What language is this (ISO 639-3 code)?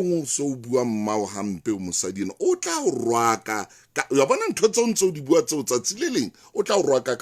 sot